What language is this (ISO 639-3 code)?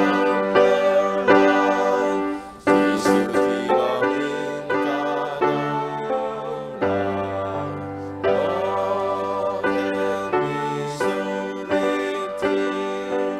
cnh